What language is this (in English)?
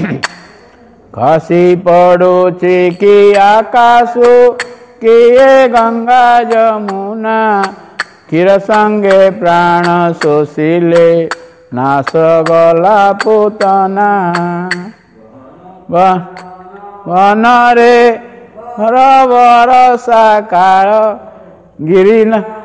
Odia